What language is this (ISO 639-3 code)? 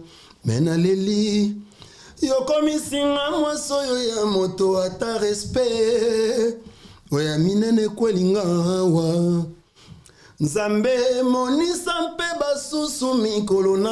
lin